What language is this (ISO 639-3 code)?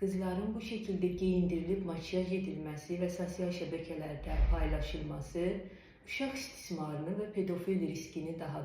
aze